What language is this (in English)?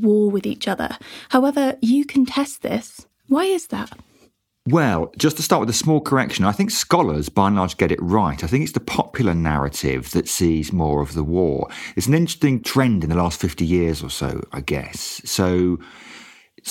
English